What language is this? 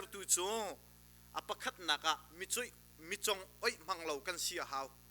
Hakha Chin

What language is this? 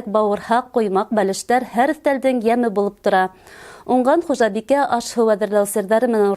Bashkir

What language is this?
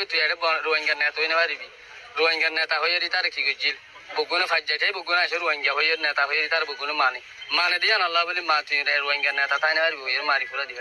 Rohingya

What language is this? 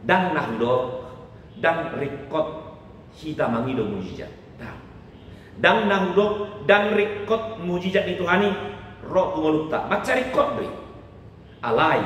Batak Toba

